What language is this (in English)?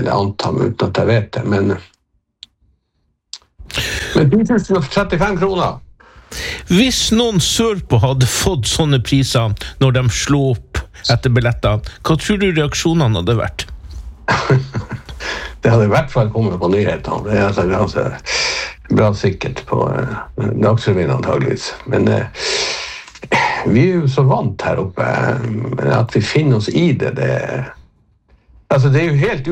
Norwegian